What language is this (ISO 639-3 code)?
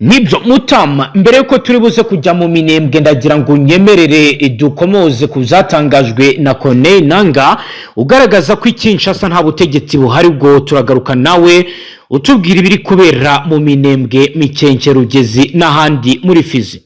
kin